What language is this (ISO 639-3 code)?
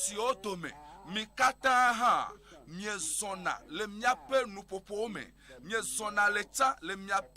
ewe